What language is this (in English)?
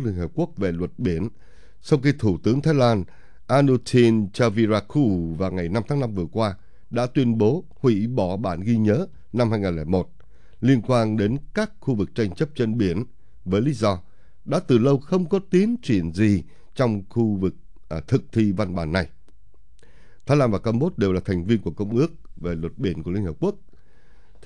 Vietnamese